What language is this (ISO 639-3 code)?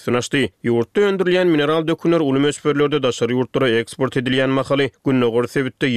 tuk